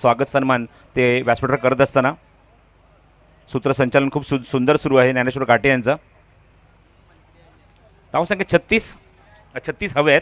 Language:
Marathi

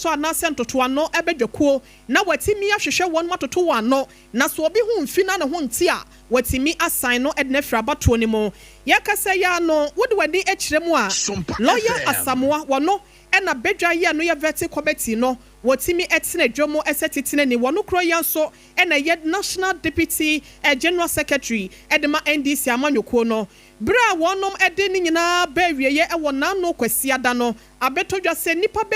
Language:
Akan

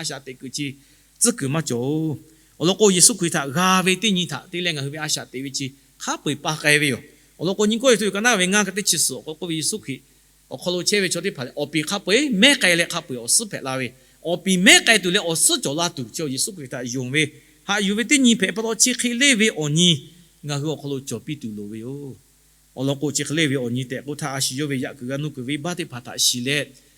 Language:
Lahu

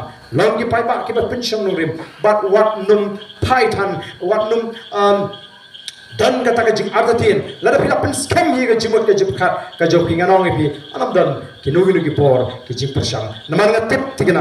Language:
Khasi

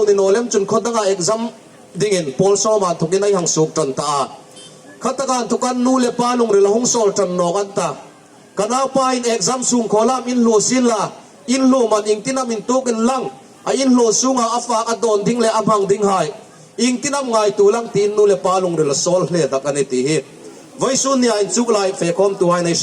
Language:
Hmar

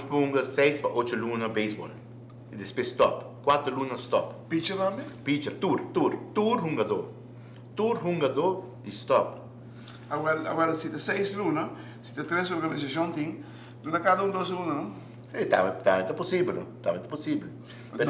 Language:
Papiamento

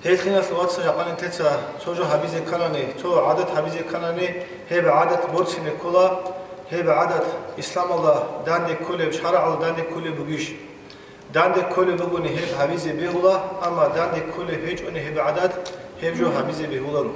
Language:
Avaric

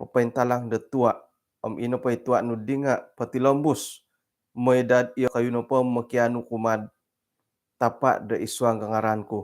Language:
Central Dusun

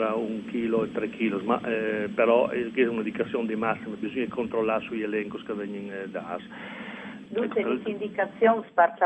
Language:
Friulian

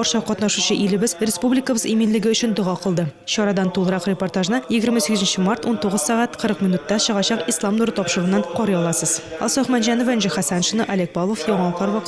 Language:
Tatar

